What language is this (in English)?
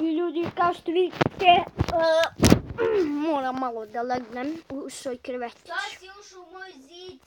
Bosnian